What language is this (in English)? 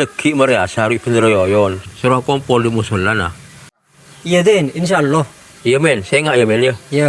Madurese